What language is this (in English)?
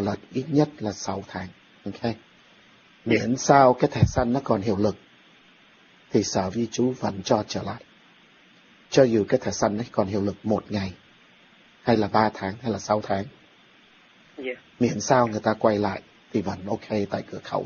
Vietnamese